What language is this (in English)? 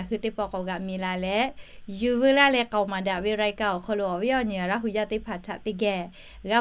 Lahu